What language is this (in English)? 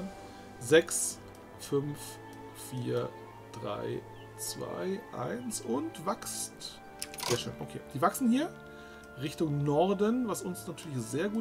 German